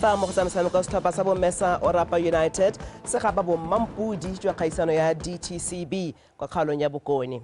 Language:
Tswana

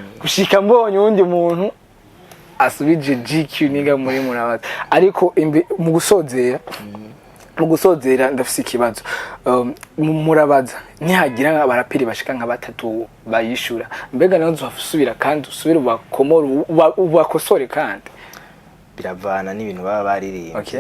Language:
Rundi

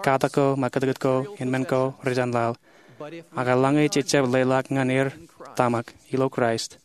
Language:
Marshallese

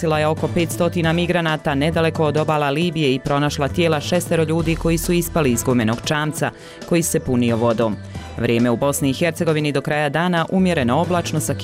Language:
Bosnian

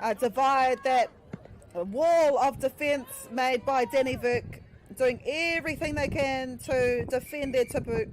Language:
Māori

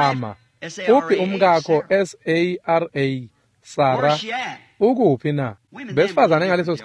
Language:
Swati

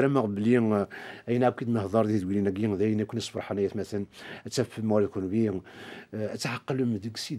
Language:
Kabyle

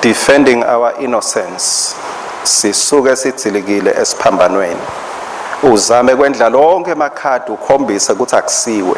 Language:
Swati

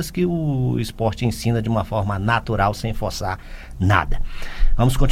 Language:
Portuguese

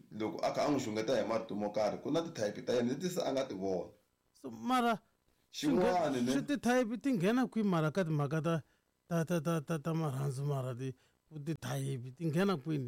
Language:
Tsonga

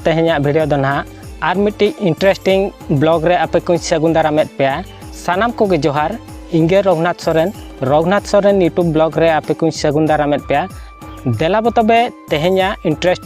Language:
Santali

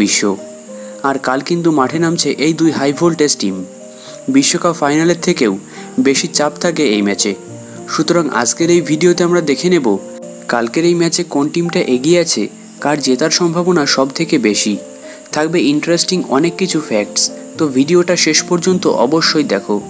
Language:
Bangla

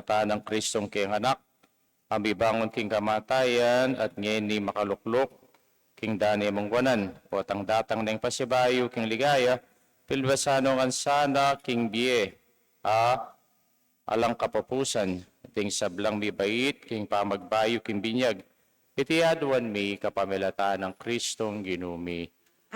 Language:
Pampanga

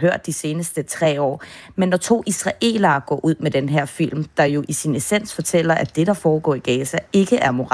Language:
Danish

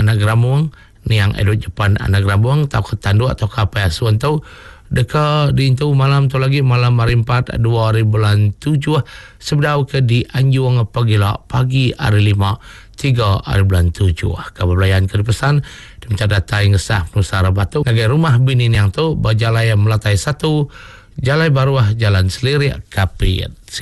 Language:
Iban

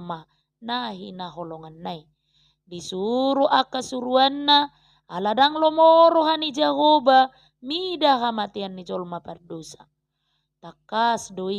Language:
Batak Toba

